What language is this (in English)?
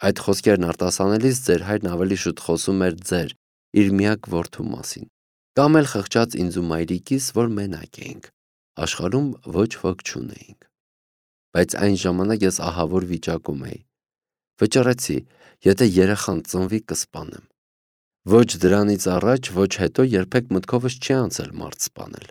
Armenian